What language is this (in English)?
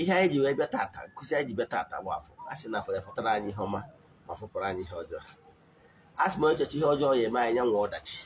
Igbo